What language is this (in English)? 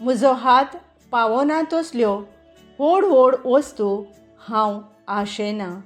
Konkani